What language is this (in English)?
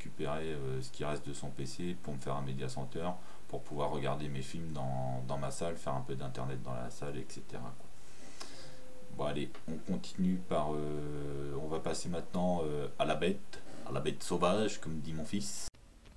French